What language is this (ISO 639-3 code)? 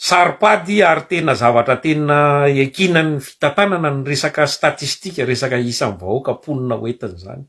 mlg